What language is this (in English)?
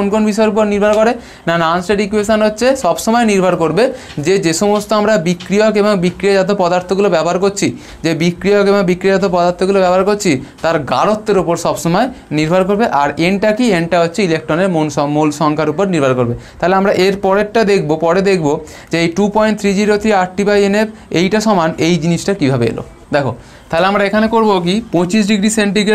Bangla